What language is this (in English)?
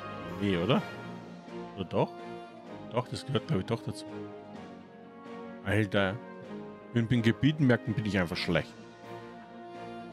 German